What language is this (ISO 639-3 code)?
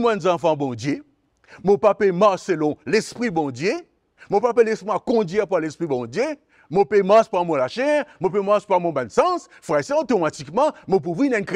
mfe